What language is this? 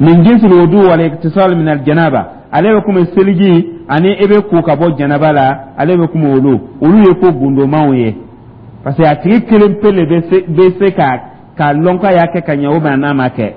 Dyula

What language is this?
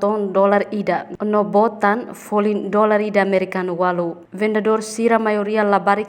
Tetum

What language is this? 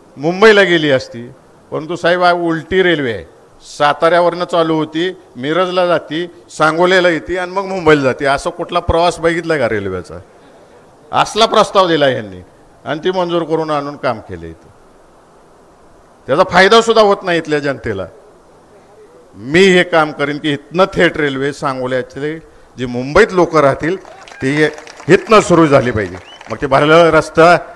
Marathi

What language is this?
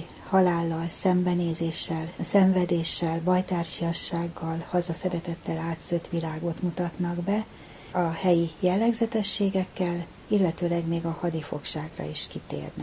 Hungarian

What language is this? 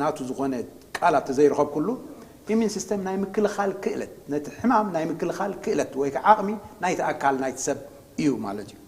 Tigrinya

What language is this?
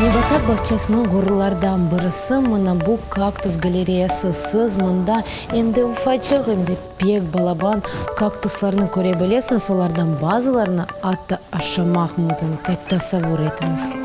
Crimean Tatar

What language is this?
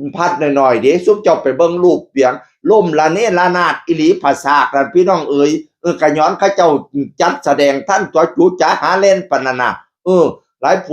Northeastern Thai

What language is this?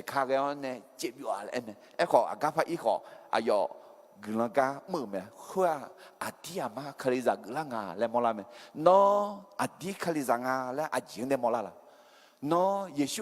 Akha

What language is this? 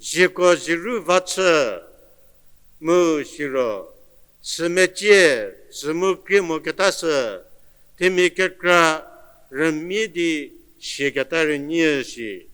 Angami Naga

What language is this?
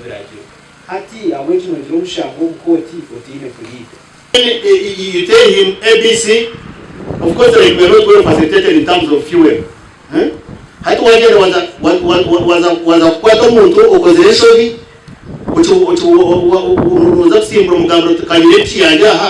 Nyankole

